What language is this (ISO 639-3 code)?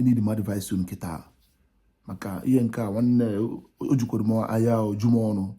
ibo